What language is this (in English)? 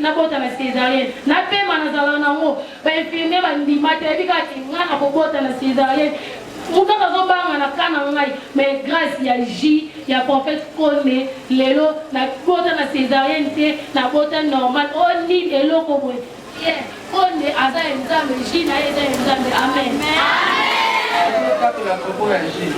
Lingala